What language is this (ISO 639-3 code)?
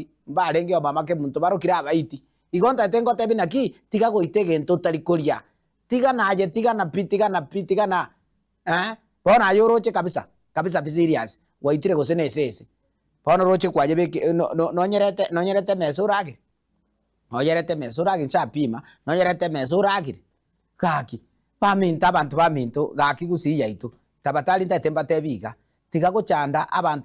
guz